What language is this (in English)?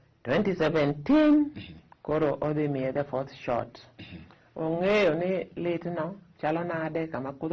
Luo (Kenya and Tanzania)